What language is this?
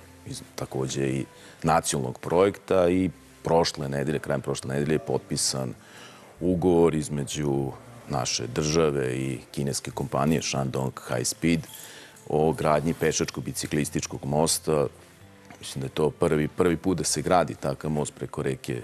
Serbian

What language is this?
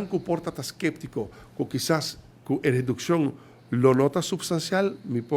Papiamento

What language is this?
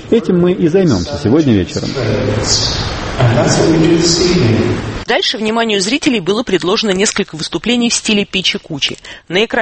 Russian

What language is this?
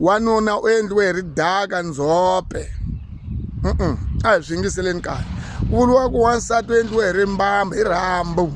Tsonga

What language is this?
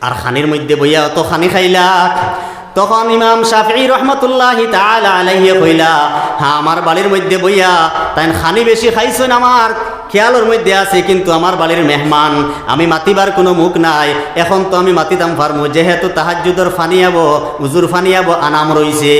Sylheti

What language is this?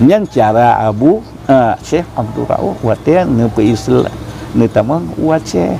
Achinese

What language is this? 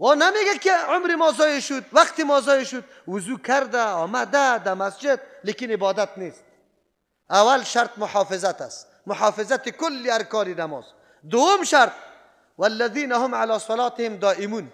Persian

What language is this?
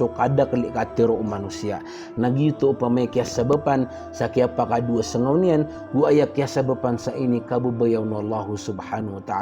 Maranao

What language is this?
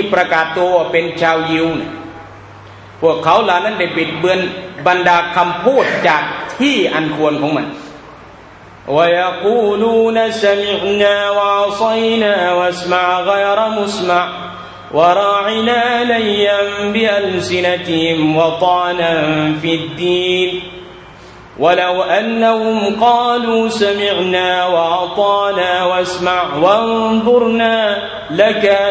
Thai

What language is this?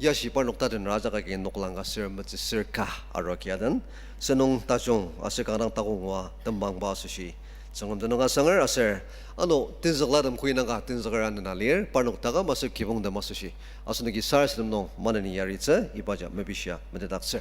Ao Naga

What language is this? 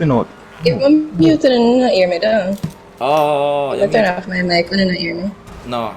Jamaican Creole English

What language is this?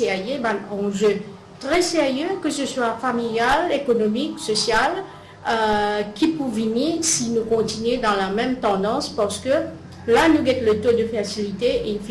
Morisyen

